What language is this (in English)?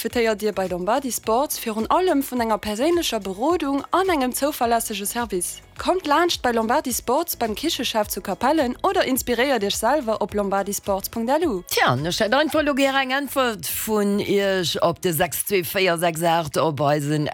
Luxembourgish